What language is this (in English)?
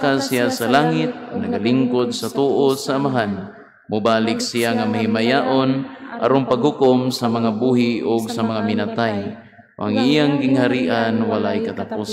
Cebuano